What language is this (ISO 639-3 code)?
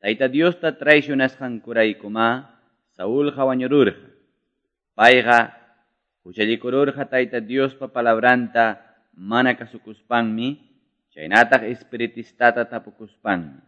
quy